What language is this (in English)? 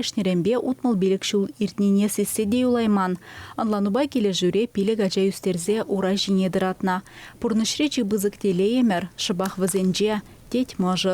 Chuvash